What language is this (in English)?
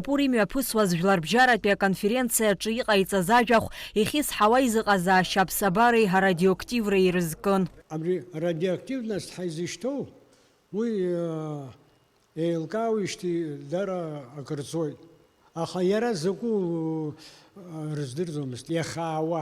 Abkhazian